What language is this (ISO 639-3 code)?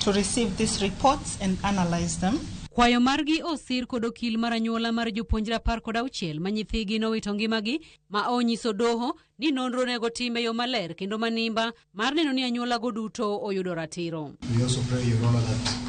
luo